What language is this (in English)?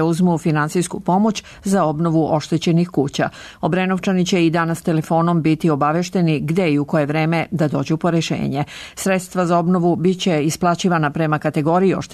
Serbian